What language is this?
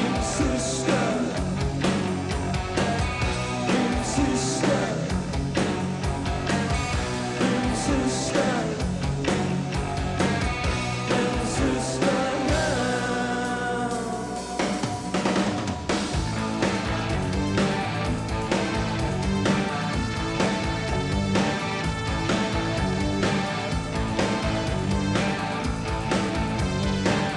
Swedish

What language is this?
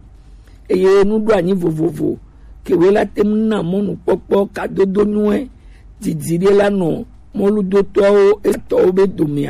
Gen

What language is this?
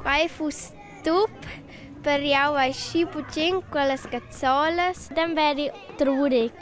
Romansh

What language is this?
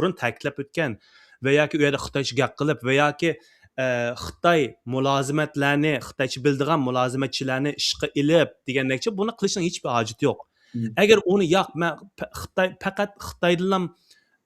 Uyghur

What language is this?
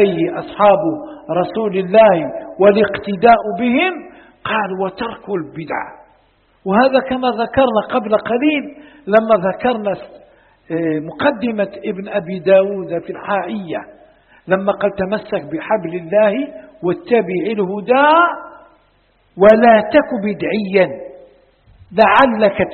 Arabic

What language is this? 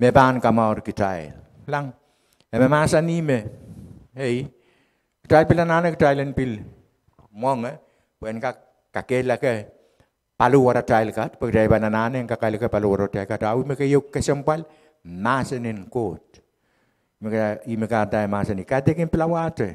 Pohnpeian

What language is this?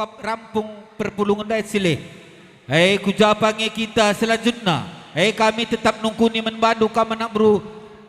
Batak Karo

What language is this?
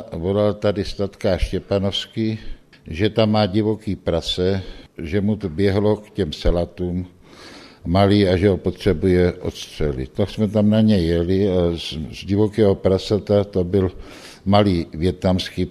Czech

